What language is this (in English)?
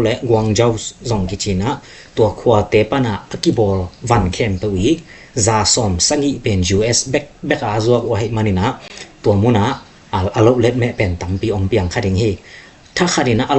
Tedim Chin